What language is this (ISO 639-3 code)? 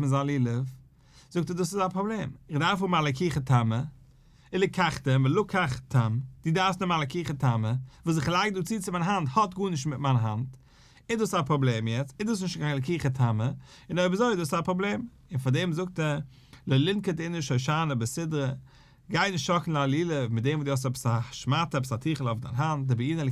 yid